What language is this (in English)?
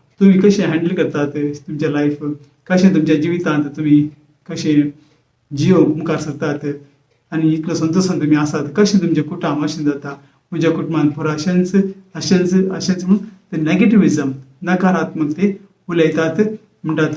Konkani